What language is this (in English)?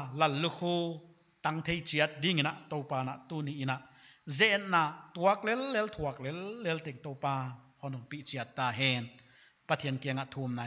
Paite Chin